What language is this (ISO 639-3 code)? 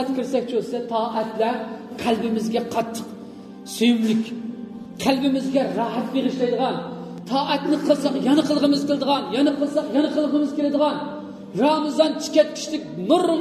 uig